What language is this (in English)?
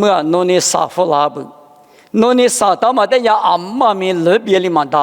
Lisu